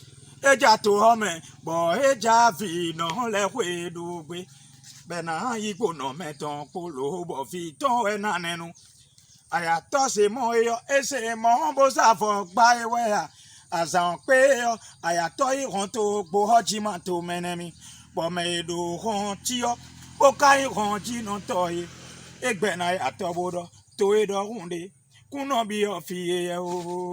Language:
Fon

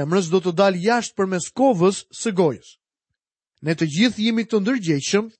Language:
Albanian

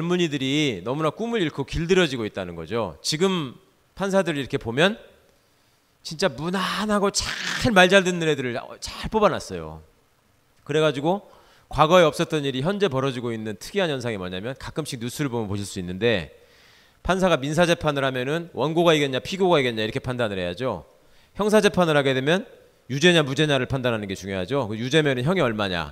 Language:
Korean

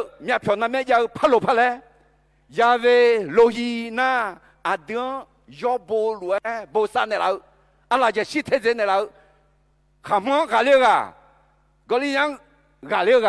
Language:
Akha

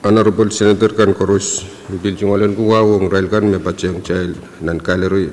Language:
Pohnpeian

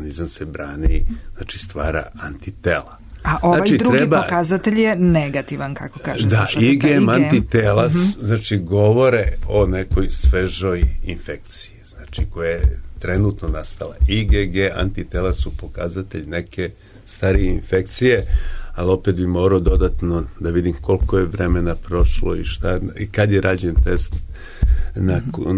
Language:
Serbian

